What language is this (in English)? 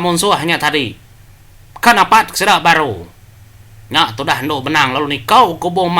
Iban